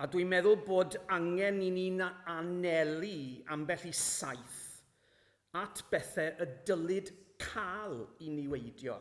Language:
Welsh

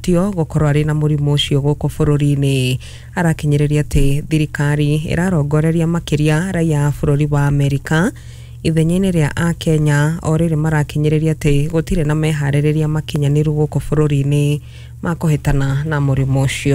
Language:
Kikuyu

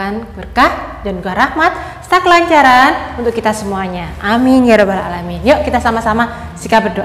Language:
Indonesian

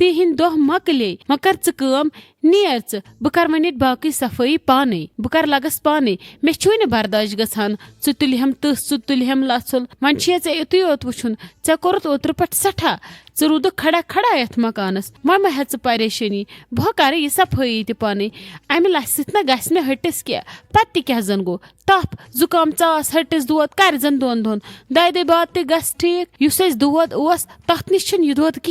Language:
Kashmiri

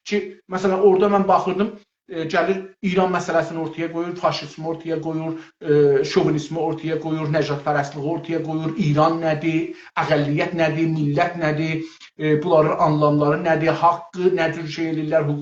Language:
South Azerbaijani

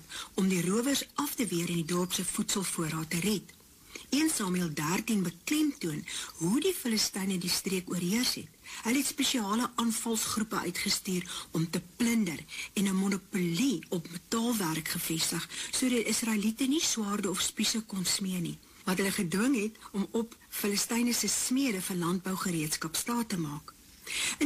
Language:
Afrikaans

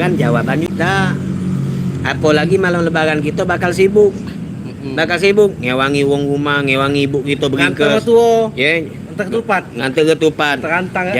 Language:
Musi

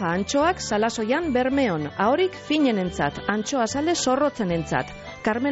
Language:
Basque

